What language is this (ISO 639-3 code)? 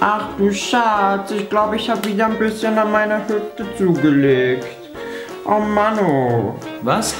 gsw